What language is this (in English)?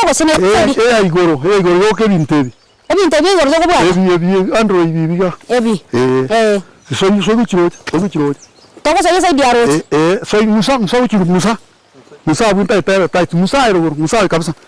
Gusii